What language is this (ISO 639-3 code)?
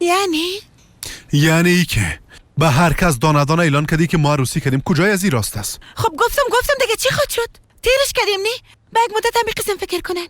fas